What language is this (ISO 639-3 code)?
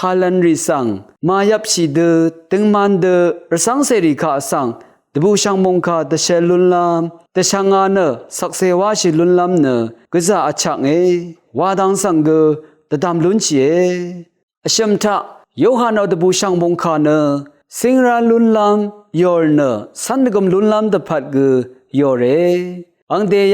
raw